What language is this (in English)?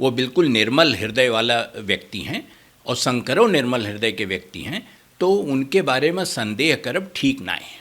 Awadhi